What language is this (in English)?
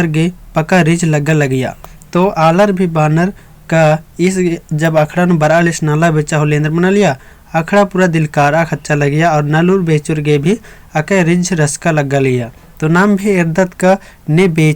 Kurukh